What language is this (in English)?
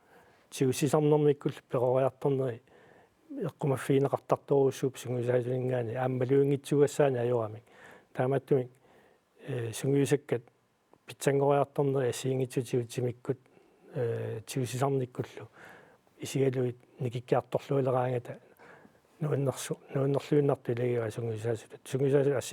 Kalaallisut